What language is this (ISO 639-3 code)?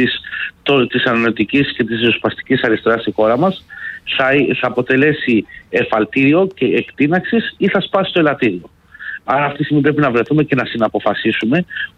ell